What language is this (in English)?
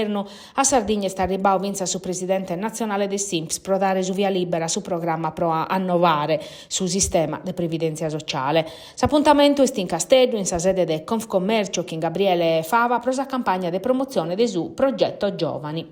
Sardinian